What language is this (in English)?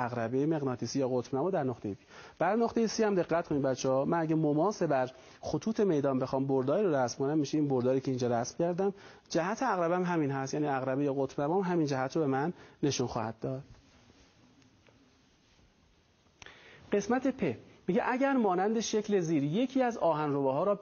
Persian